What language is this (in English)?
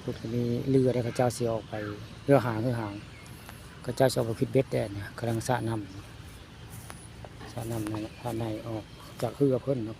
Northeastern Thai